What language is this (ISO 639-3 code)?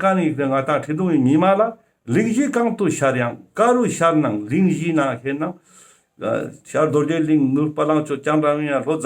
lbj